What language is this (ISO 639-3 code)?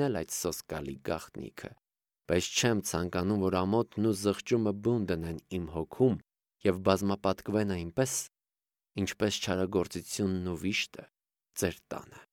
hye